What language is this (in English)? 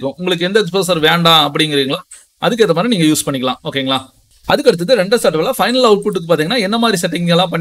Tamil